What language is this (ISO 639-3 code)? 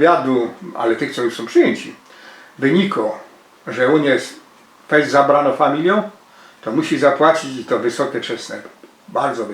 szl